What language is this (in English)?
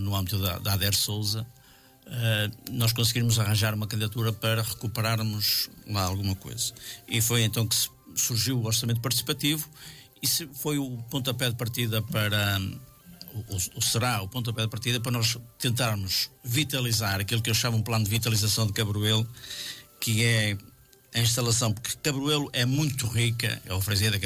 Portuguese